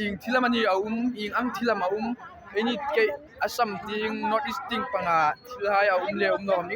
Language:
Hmar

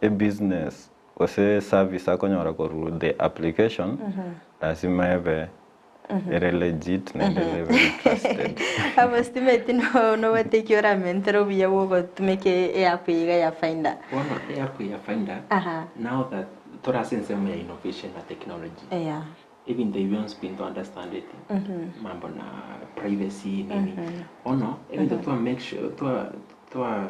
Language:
Gusii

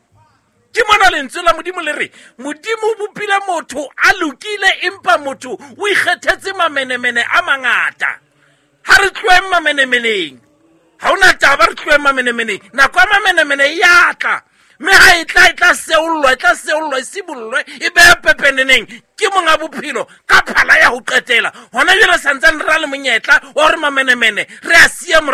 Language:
Southern Sotho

